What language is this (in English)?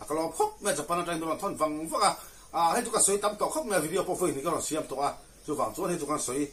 Mizo